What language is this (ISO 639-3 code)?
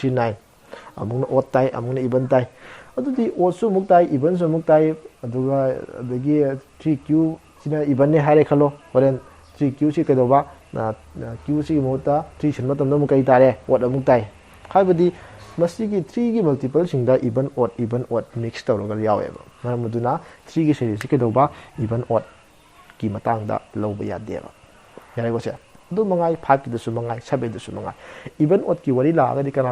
mni